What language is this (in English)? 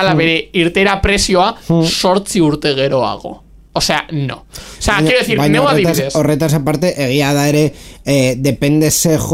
Basque